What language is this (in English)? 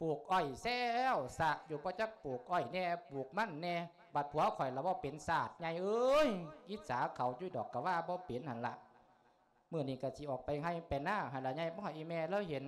Lao